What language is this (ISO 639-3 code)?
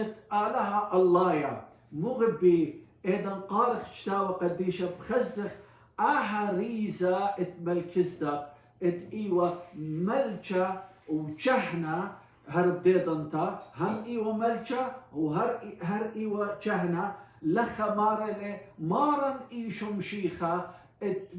aii